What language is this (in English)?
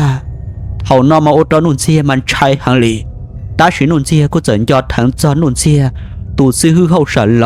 Hmong